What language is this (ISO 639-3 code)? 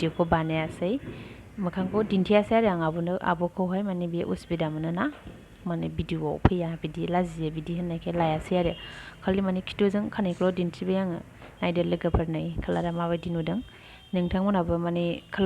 brx